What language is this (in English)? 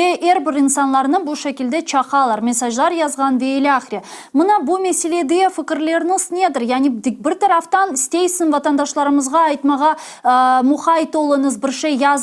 Crimean Tatar